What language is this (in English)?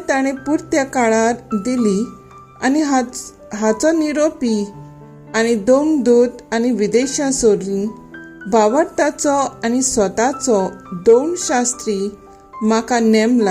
Konkani